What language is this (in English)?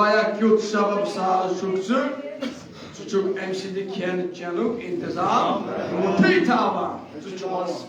Kashmiri